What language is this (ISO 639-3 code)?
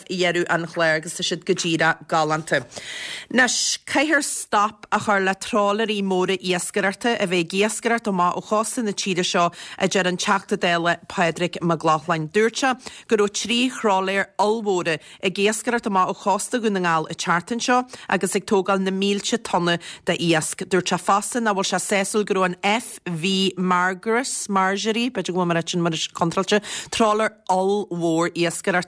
gle